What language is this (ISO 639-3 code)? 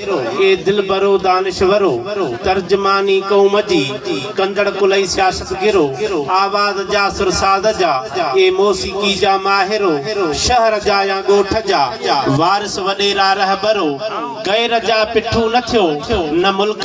snd